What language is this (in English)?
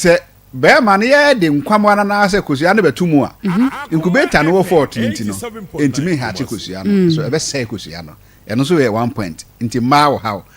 Akan